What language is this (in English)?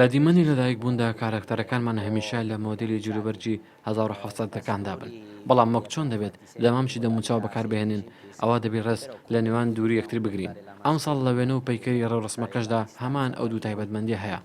Central Kurdish